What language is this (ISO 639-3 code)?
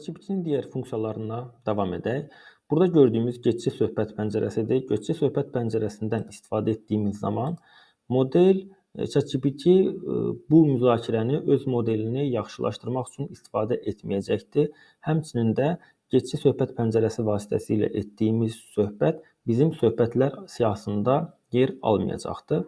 aze